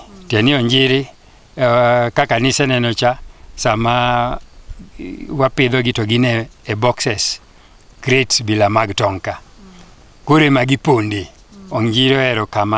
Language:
Luo (Kenya and Tanzania)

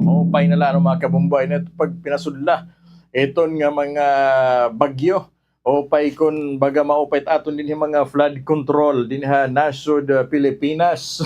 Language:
Waray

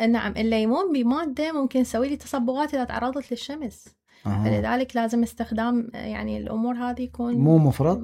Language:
Mesopotamian Arabic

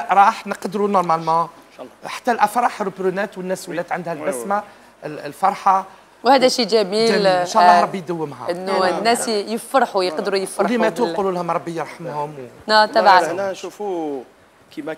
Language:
Algerian Arabic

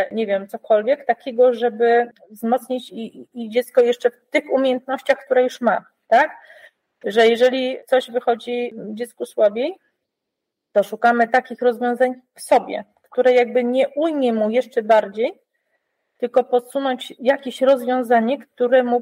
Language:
Polish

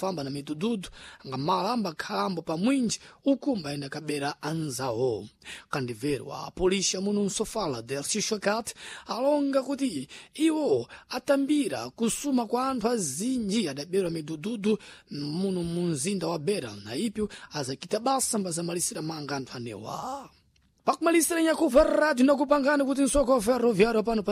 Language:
Sena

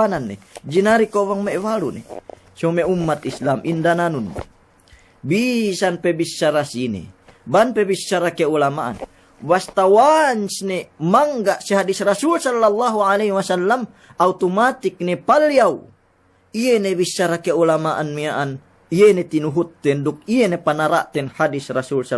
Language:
Yakan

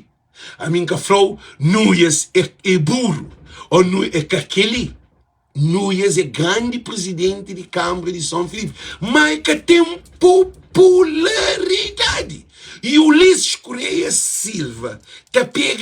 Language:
Kabuverdianu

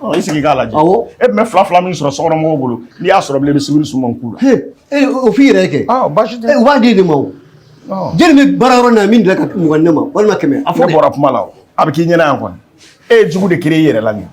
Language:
Bambara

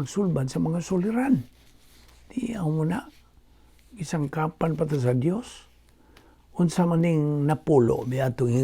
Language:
Cebuano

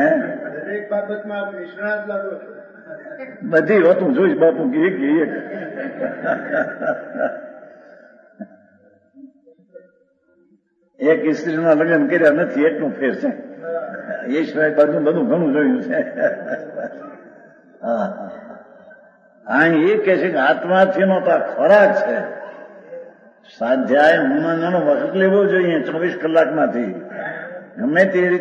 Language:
Gujarati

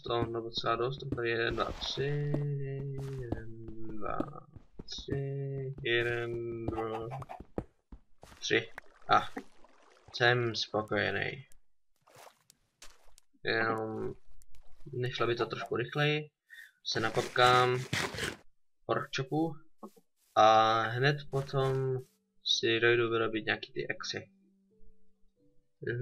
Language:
Czech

